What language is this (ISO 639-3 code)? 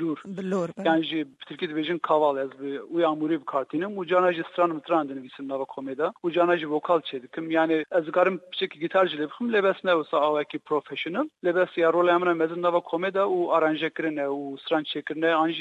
kur